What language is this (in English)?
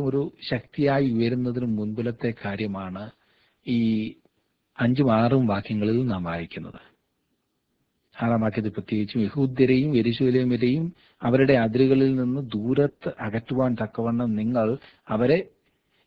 Malayalam